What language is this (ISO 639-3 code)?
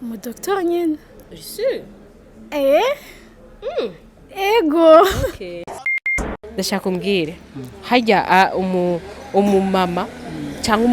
run